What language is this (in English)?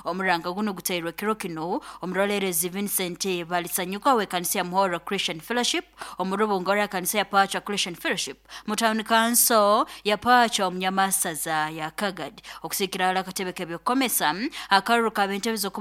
Nyoro